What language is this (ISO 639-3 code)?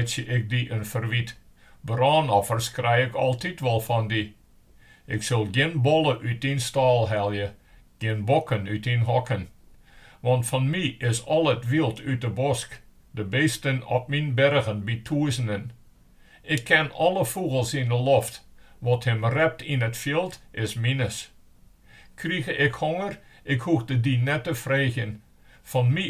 fry